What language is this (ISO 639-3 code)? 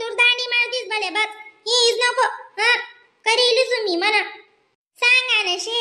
khn